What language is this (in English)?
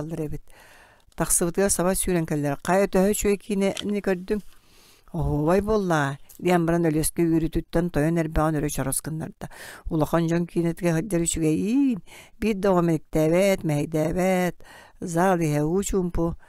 Yakut